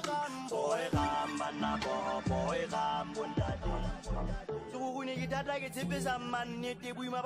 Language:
Tswana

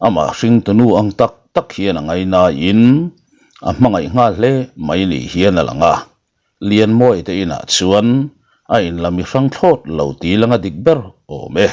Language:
Mizo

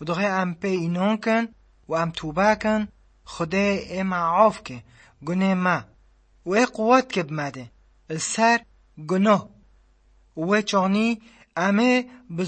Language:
Kurdish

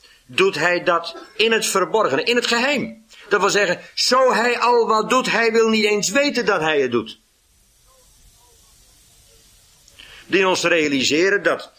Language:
Dutch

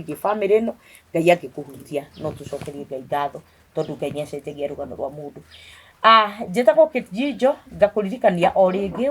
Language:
Kikuyu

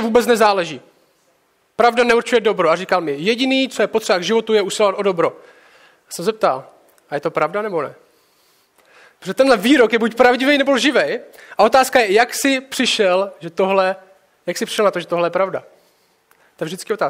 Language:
Czech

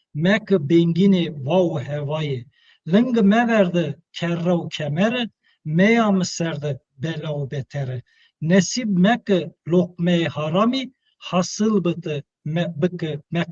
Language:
Zaza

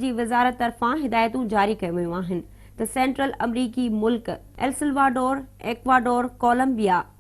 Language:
Sindhi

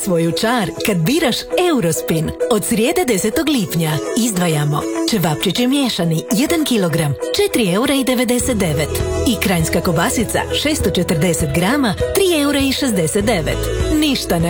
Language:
Croatian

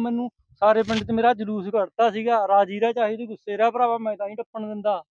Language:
Punjabi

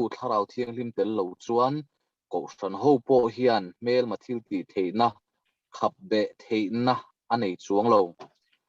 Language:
Mizo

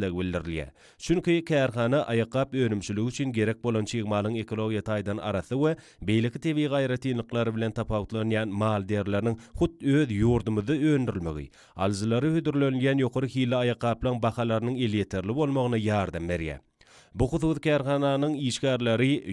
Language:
Turkmen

